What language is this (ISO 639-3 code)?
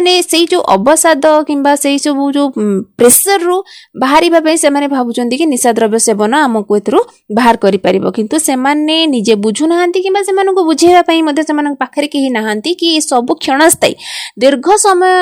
ori